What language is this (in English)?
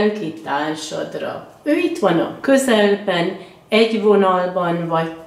Hungarian